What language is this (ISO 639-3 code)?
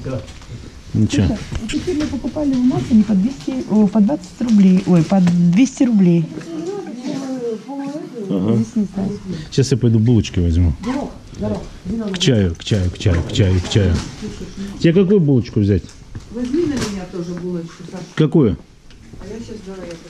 rus